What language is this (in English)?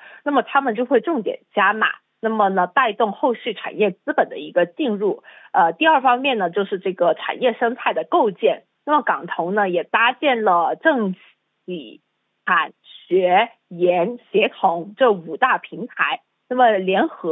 Chinese